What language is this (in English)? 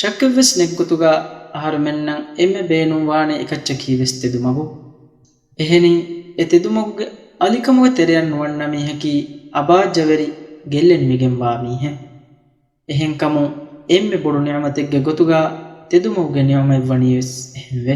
Divehi